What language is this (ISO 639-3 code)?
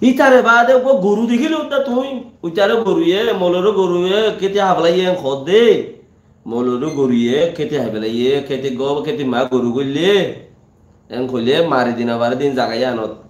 rhg